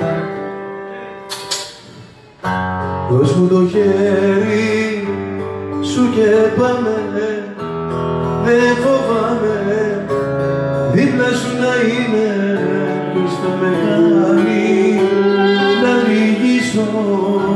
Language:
Greek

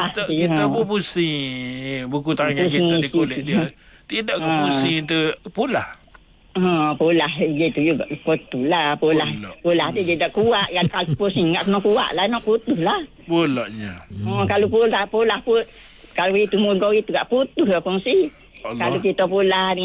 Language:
Malay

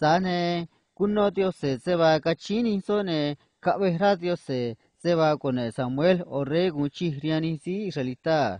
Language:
Copala Triqui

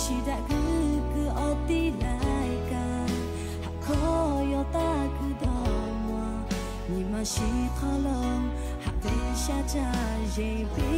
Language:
Lahu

